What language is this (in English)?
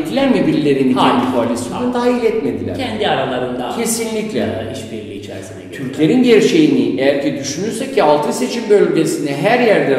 Turkish